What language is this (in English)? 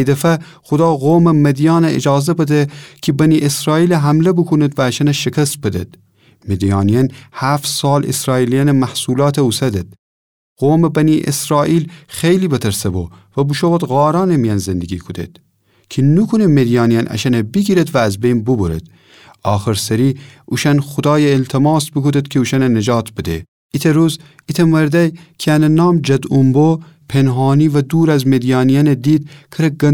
Gilaki